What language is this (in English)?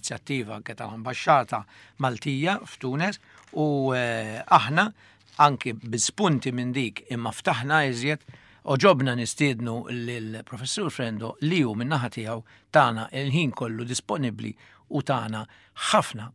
Maltese